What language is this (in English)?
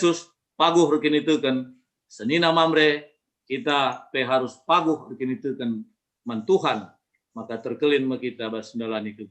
Batak Karo